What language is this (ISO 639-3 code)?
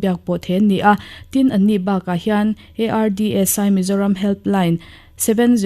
lus